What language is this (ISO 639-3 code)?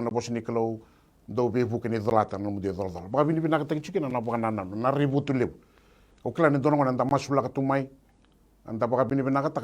fij